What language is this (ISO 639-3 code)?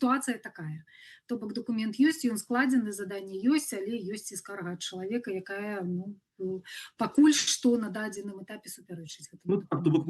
bel